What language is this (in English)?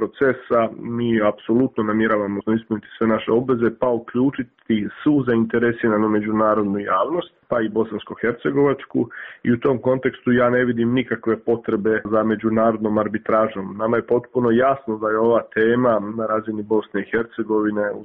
Croatian